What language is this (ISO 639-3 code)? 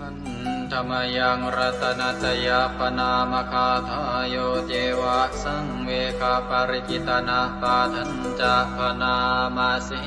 pli